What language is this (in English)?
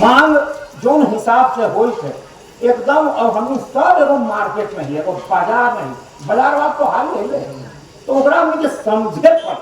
Magahi